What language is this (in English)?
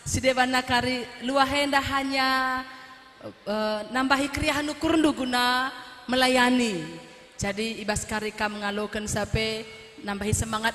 Batak Karo